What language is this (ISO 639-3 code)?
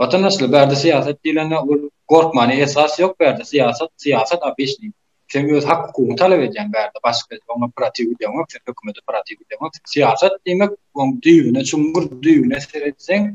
tuk